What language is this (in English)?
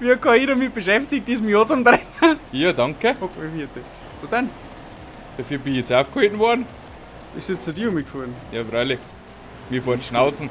Bavarian